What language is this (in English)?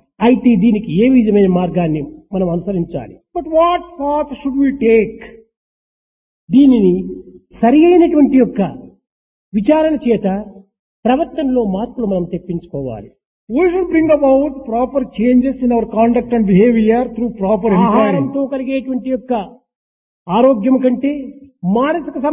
Telugu